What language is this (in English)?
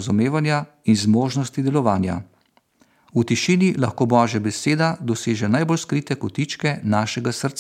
Slovenian